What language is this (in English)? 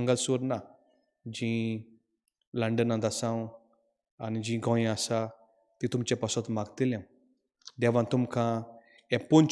Konkani